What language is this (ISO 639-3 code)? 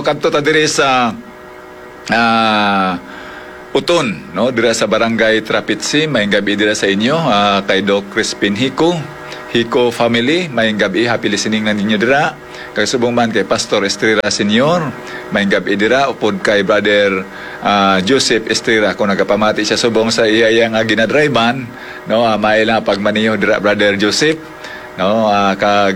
hil